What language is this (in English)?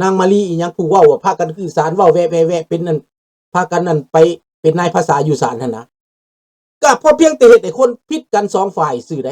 Lao